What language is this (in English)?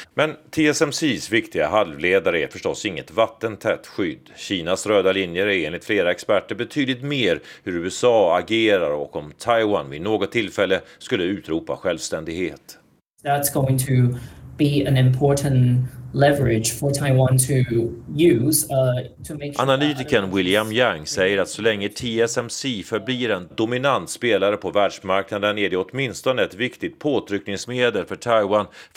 Swedish